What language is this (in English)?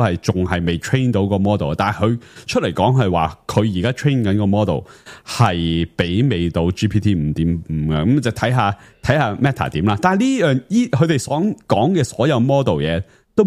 Cantonese